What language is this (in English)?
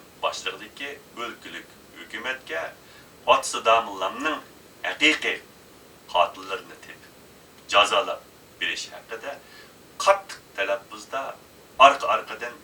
Uyghur